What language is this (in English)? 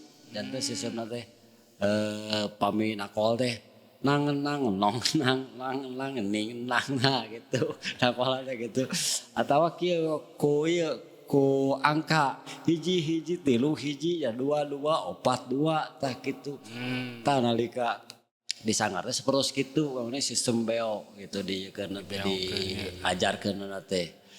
Sundanese